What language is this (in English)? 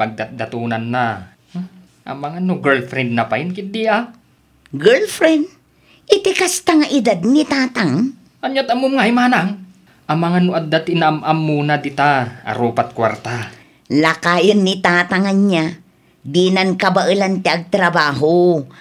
Iloko